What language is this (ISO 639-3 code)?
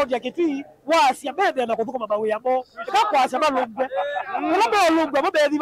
kam